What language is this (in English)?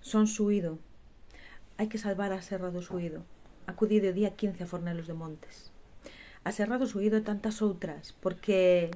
Galician